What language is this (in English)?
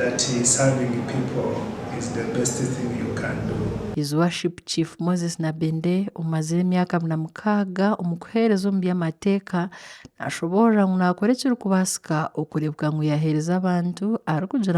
Nyankole